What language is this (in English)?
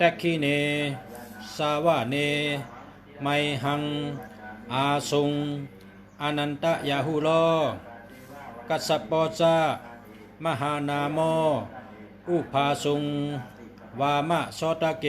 Shan